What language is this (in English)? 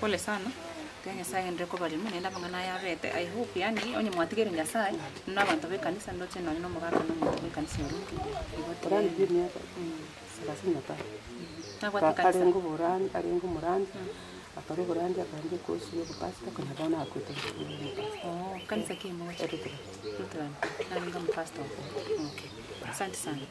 Gusii